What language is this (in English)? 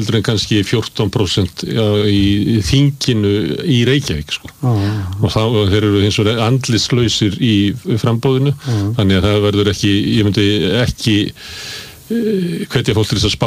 Icelandic